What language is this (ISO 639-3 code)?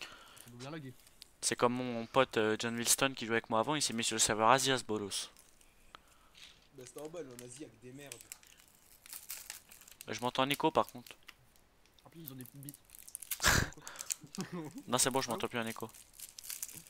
fra